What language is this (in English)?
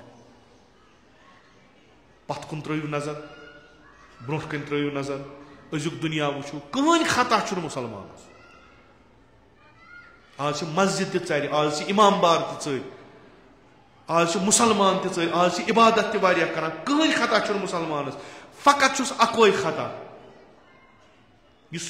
Kashmiri